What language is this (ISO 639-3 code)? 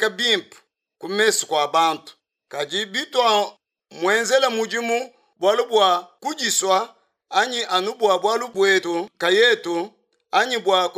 lua